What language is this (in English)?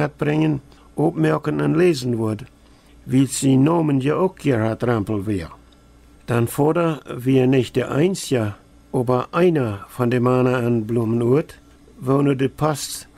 Plautdietsch